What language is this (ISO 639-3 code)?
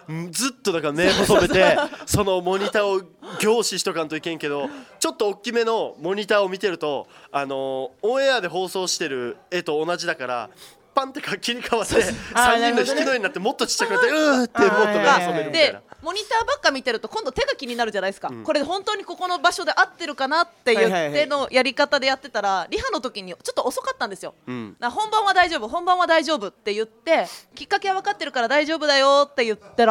jpn